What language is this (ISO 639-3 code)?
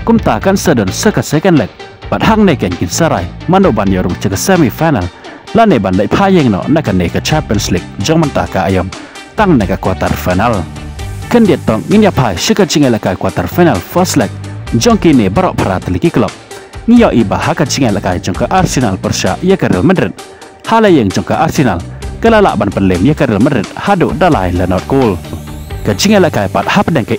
kha